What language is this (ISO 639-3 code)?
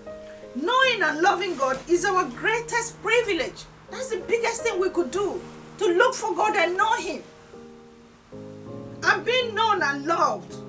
eng